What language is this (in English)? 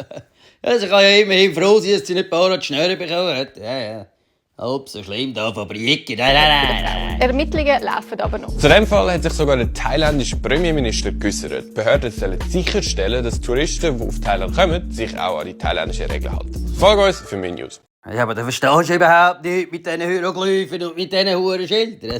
Swiss German